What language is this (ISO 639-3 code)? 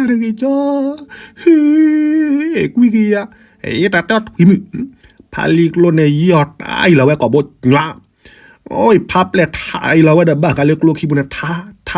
ksw